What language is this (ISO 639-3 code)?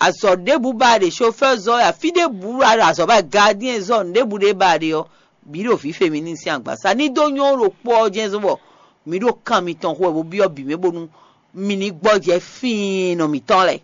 fon